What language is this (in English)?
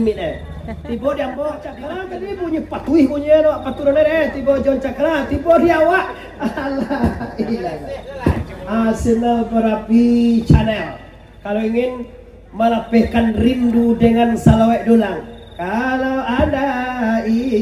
Minangkabau